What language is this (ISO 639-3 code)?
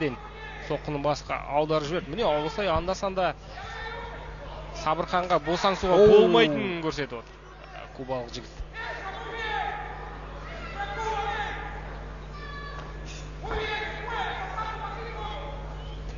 kaz